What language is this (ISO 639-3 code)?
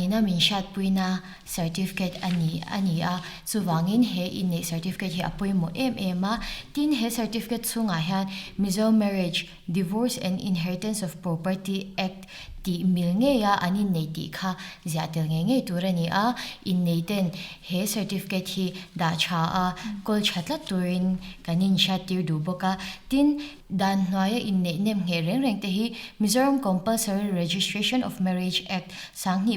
lus